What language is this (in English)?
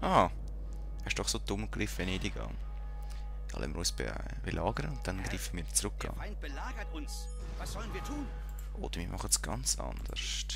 Swiss German